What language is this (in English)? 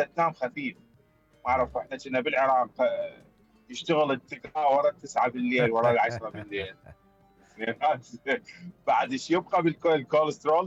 Mesopotamian Arabic